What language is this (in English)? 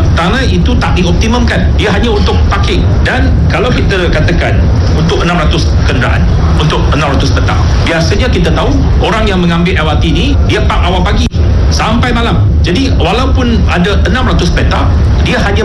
Malay